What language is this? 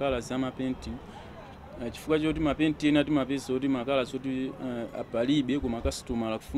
Nyanja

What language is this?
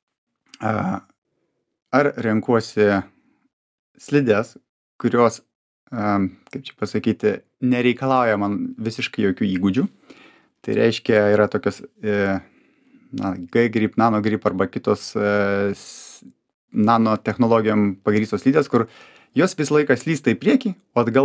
Lithuanian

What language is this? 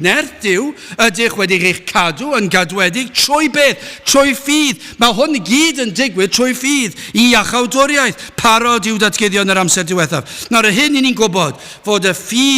Welsh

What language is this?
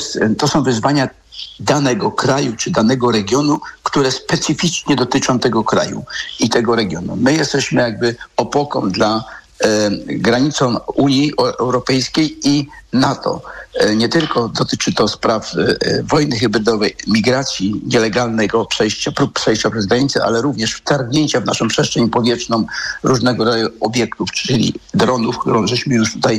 Polish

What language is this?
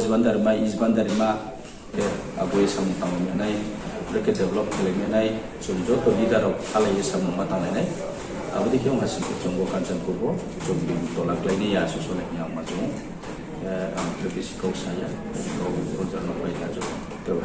Riang (India)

